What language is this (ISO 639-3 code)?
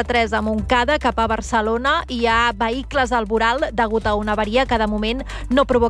cat